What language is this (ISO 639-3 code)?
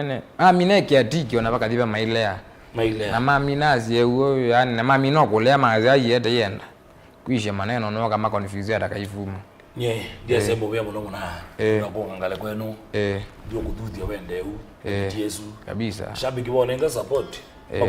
kam